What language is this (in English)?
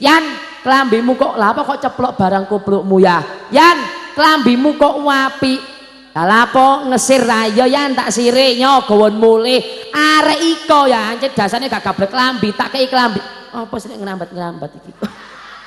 Javanese